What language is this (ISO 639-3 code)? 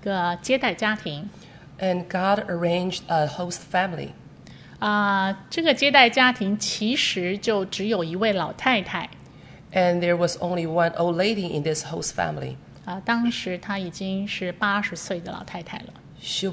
zho